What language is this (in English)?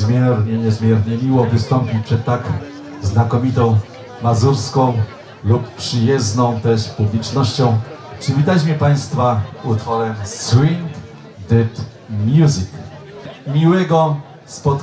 Polish